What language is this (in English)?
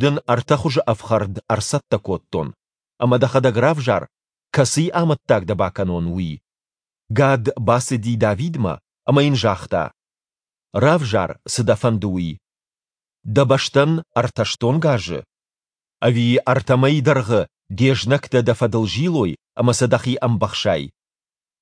Ossetic